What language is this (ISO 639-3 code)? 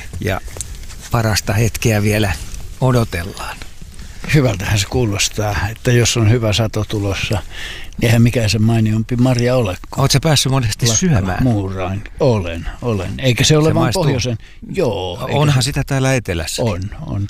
fin